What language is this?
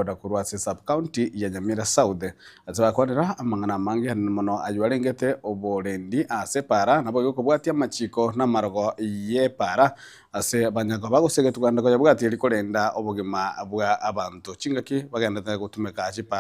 Gusii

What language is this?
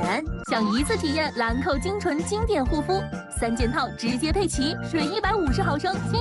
Chinese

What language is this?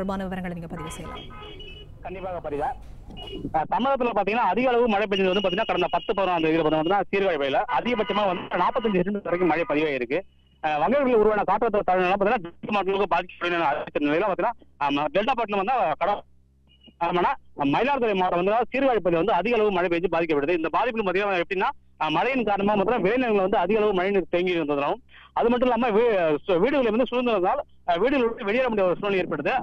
Tamil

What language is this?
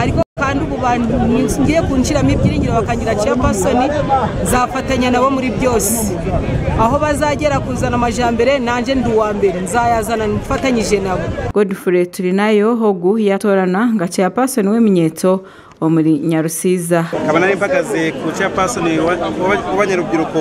Nyankole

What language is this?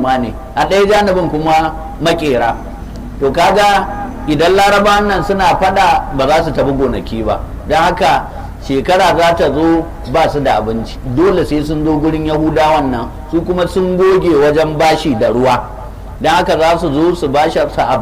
Hausa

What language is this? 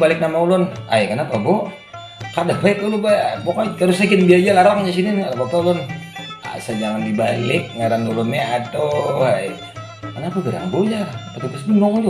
Banjar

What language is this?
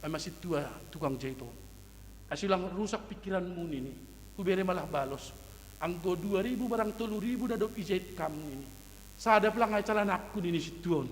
Batak Simalungun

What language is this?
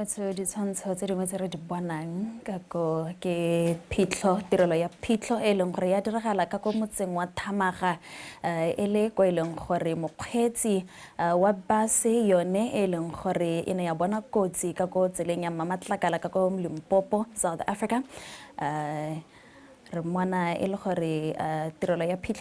Tswana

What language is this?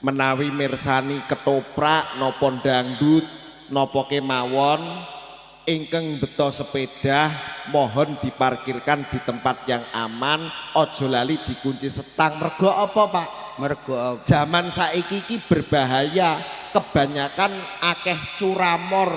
Javanese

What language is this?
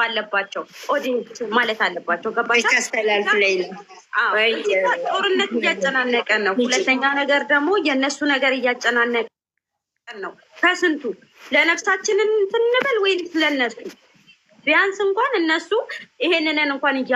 Amharic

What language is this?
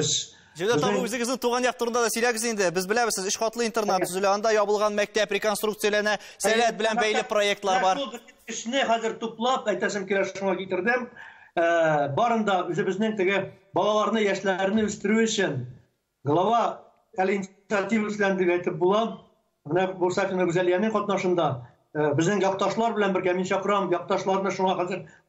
Tatar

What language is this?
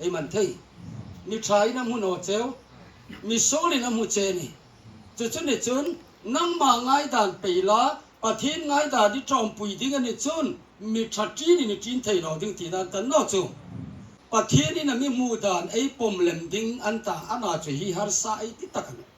Hmar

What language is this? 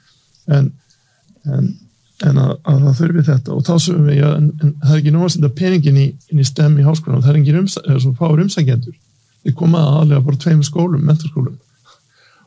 Icelandic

